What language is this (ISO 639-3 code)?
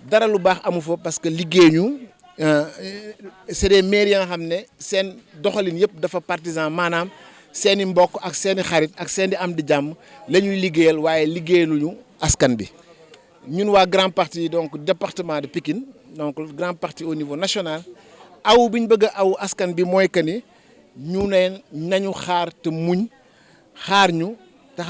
wol